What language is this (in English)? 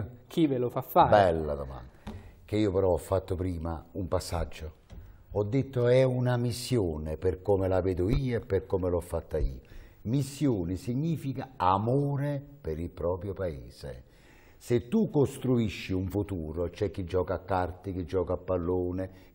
Italian